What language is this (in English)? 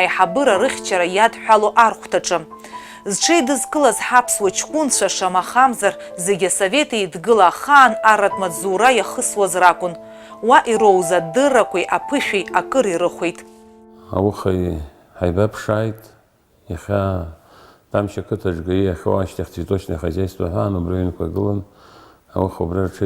Abkhazian